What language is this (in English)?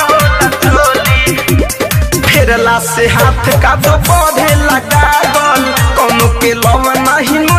Bhojpuri